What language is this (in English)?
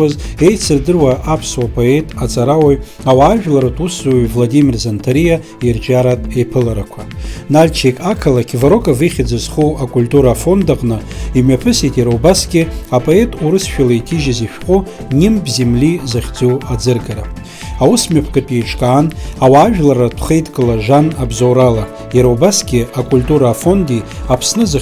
Abkhazian